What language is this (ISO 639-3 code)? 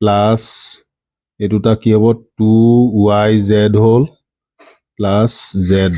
asm